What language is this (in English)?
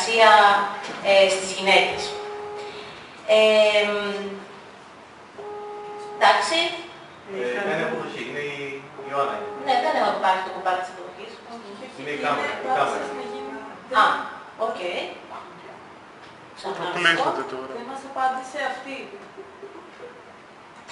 Greek